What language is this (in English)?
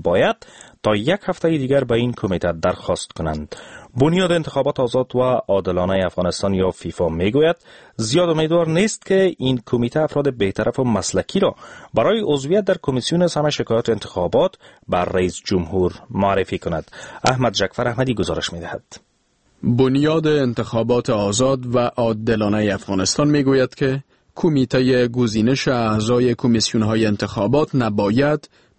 Persian